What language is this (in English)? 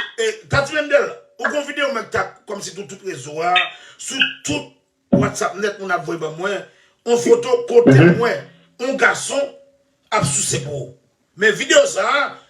Haitian Creole